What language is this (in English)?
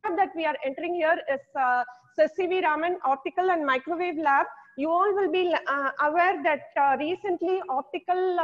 English